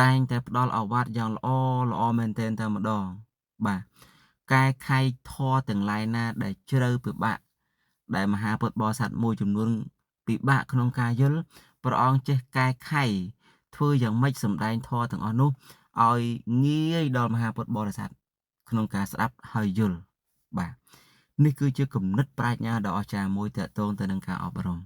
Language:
Khmer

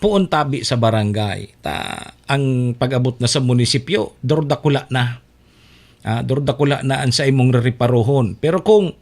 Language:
Bikol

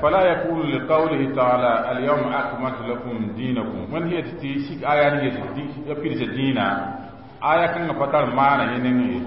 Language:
Mossi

